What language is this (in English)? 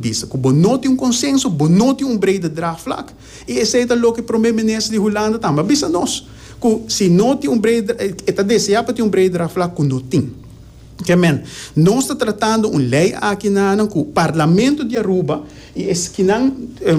Papiamento